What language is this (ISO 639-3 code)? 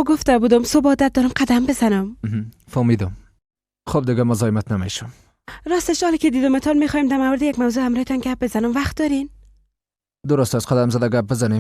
fas